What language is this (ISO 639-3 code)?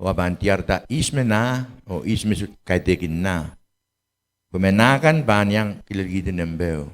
pon